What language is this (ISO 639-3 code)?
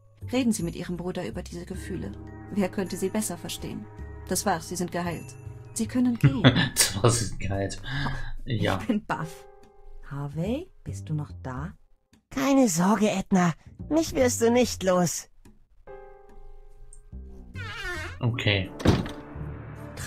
deu